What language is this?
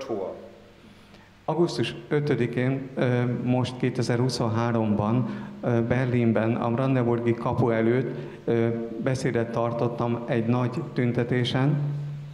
Hungarian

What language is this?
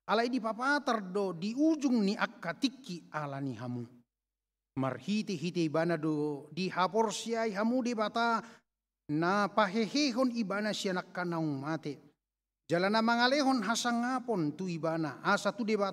Batak Toba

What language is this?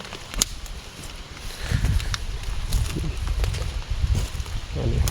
Lao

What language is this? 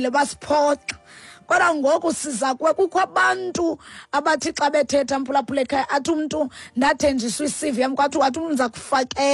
Xhosa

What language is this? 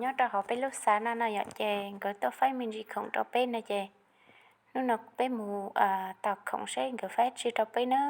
Hmong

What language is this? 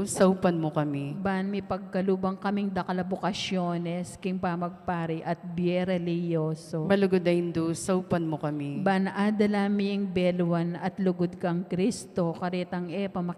Pampanga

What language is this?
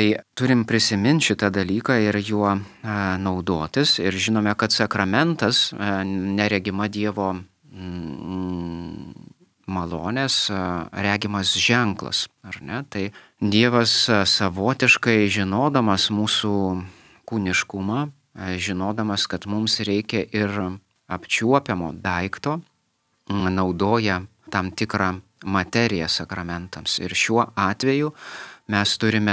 Lithuanian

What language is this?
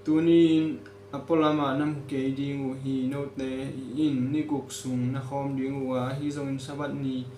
Tedim Chin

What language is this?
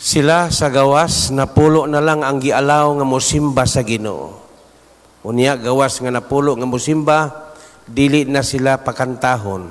Cebuano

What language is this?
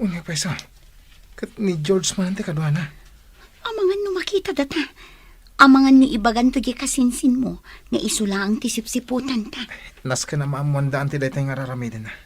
Iloko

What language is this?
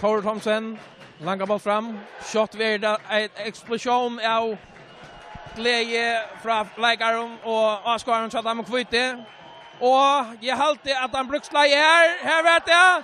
Faroese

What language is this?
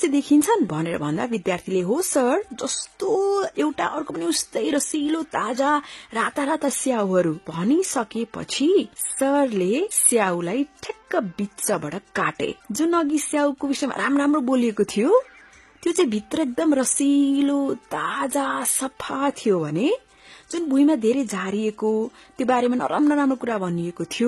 Nepali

